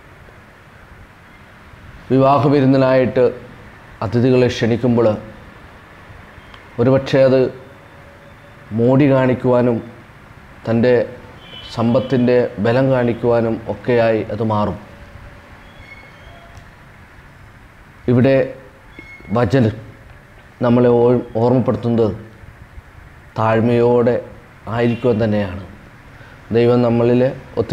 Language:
Malayalam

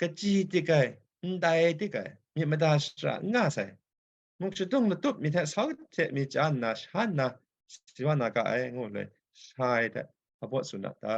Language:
Kachin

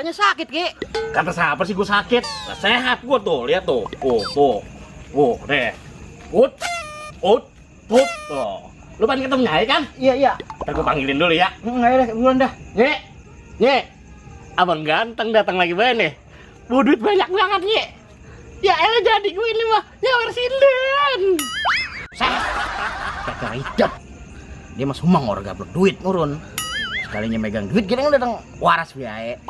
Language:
Betawi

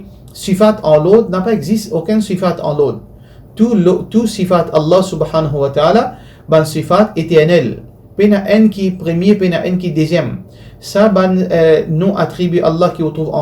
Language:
Morisyen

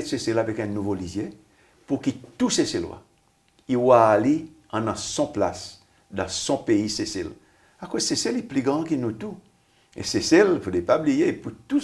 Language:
Seselwa Creole French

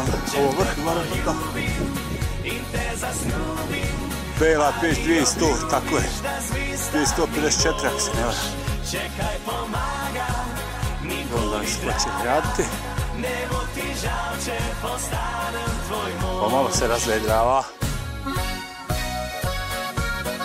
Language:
Croatian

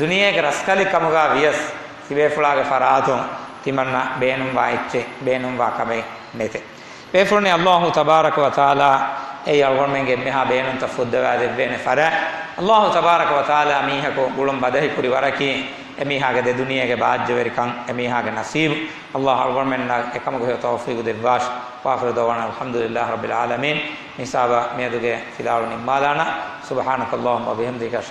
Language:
Divehi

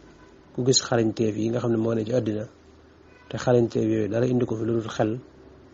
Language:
Wolof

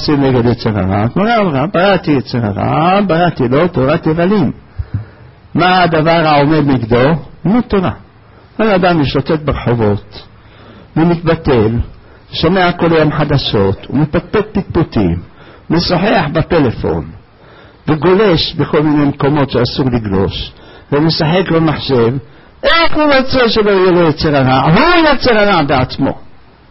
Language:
Hebrew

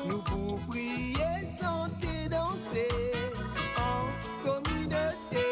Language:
Morisyen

